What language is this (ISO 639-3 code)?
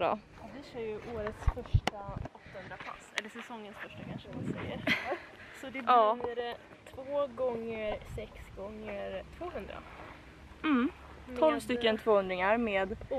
swe